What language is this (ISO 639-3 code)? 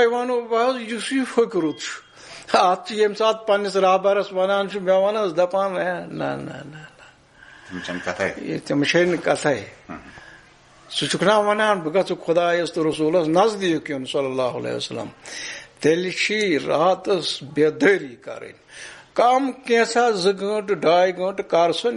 kas